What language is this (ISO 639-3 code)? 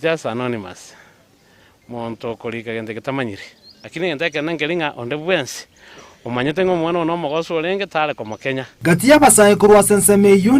guz